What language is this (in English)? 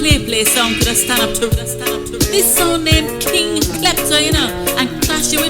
Jamaican Creole English